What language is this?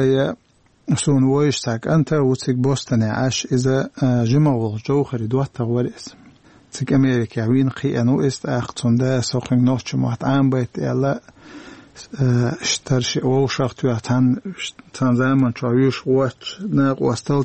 Chechen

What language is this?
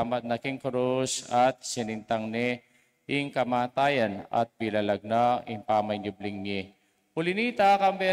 Pampanga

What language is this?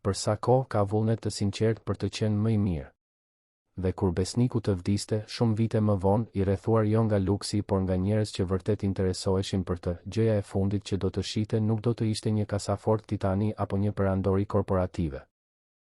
Albanian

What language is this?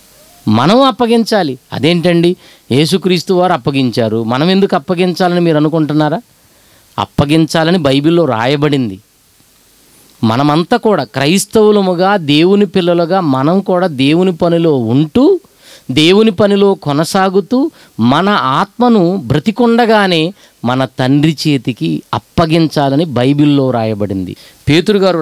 Telugu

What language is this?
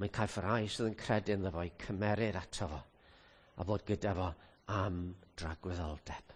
Welsh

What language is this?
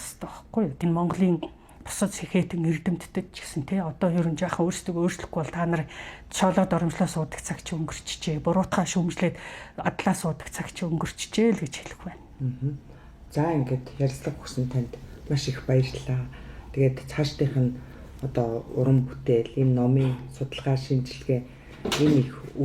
Mongolian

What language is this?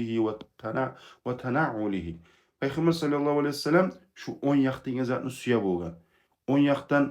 Kumyk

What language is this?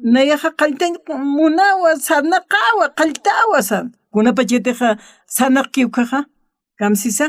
Aymara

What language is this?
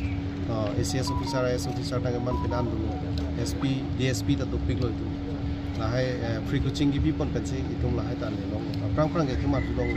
Karbi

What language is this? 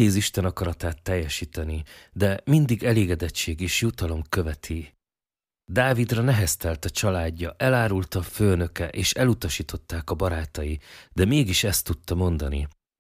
Hungarian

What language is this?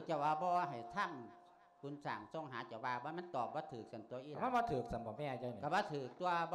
Lao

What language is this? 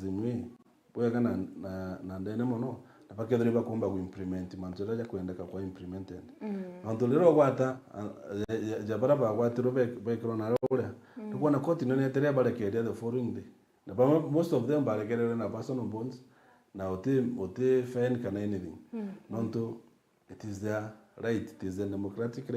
Meru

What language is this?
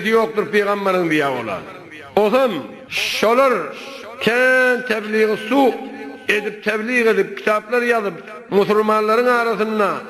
Turkmen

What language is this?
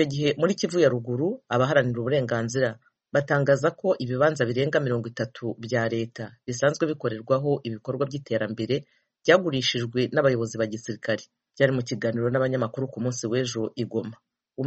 Kinyarwanda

